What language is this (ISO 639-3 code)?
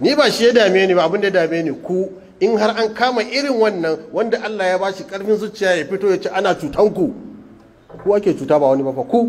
hau